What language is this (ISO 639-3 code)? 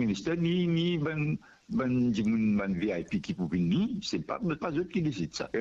mfe